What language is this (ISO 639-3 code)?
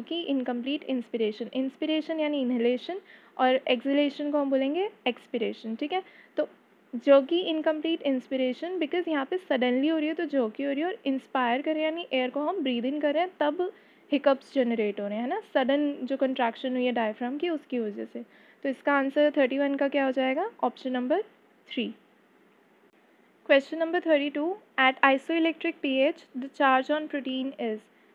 hin